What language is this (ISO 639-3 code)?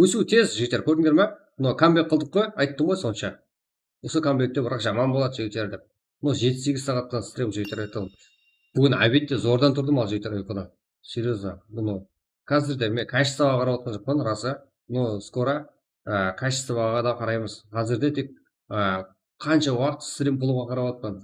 kaa